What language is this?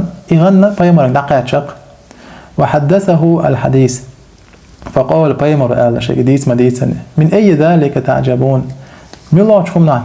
Chechen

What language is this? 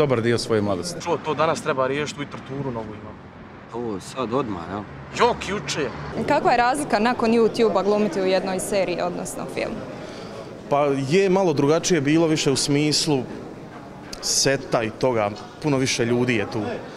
Bosnian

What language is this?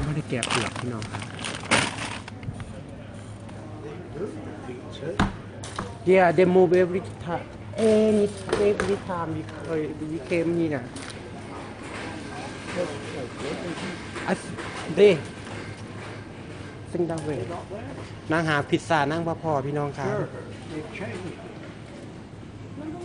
Thai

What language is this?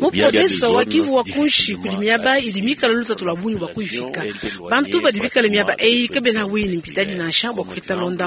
Luba-Lulua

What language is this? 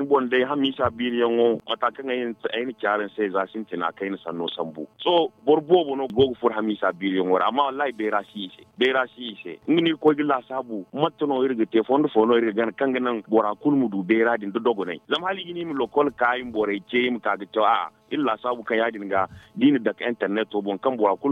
Zarma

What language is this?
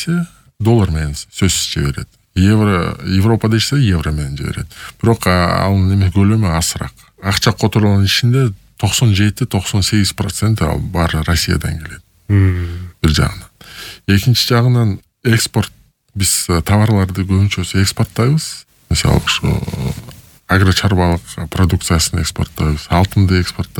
Kyrgyz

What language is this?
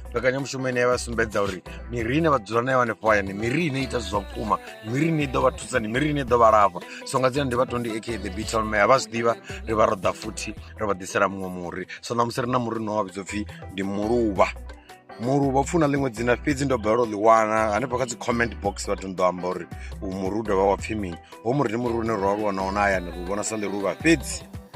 Venda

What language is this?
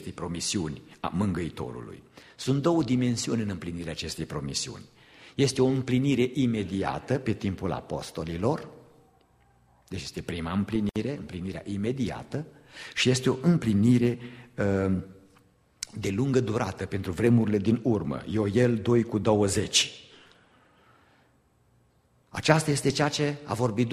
Romanian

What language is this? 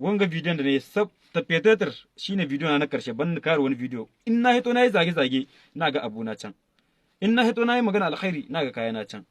Hausa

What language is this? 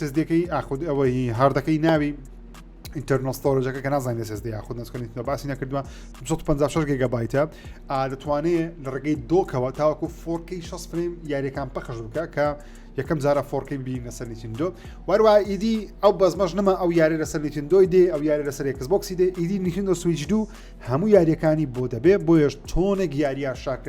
Central Kurdish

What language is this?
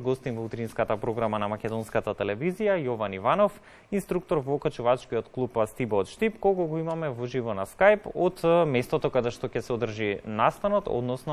Macedonian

